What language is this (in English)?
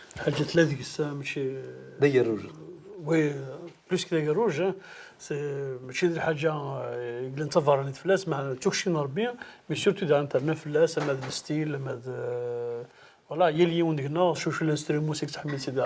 Kabyle